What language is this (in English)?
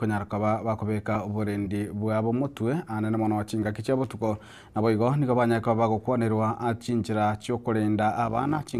Gusii